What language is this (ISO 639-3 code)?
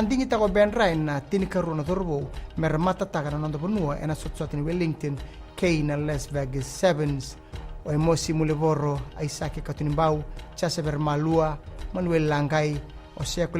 fij